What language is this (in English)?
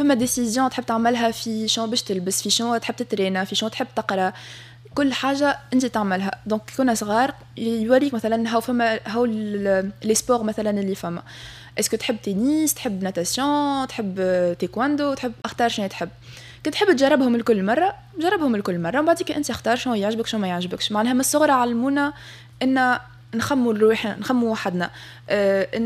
Tunisian Arabic